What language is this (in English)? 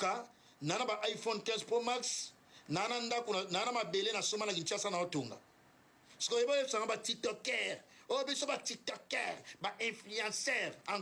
Lingala